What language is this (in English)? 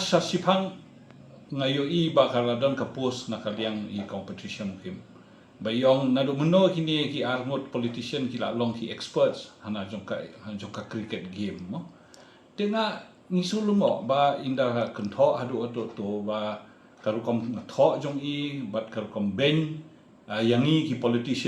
Khasi